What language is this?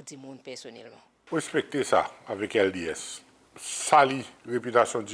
Seselwa Creole French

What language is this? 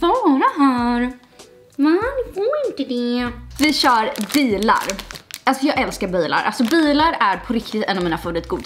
Swedish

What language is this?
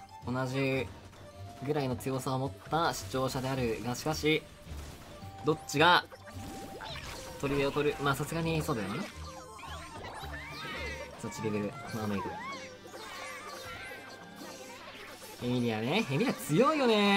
Japanese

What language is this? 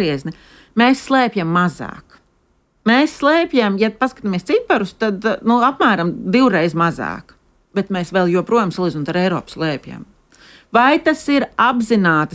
Latvian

